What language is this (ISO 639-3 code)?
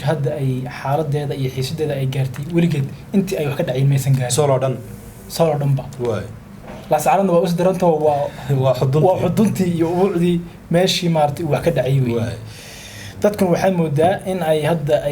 som